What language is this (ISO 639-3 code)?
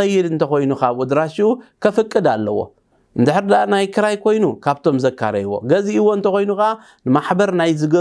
tir